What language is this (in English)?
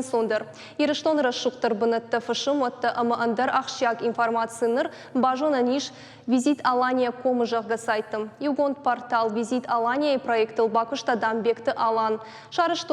Ossetic